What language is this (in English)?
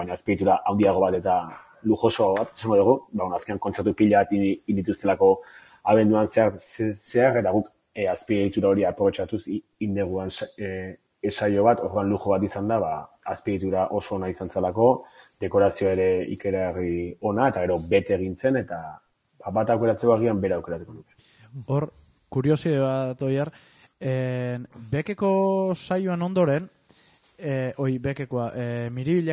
Basque